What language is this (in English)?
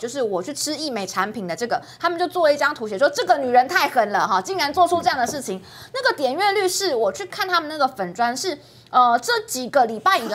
Chinese